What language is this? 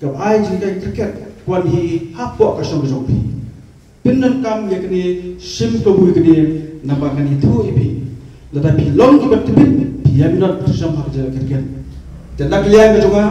Khasi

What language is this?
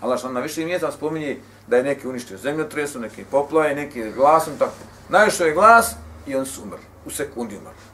Bosnian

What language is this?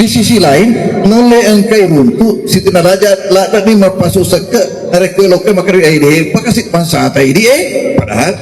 Buginese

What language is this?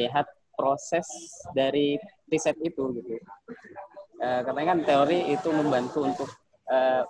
Indonesian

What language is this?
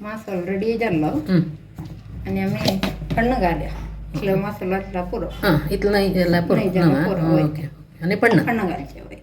Konkani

